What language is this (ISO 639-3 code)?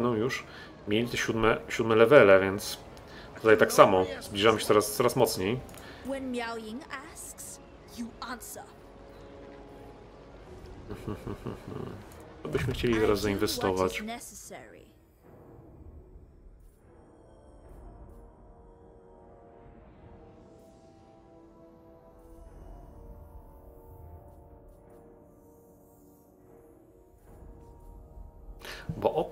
pol